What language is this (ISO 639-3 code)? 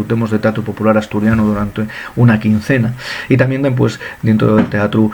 ast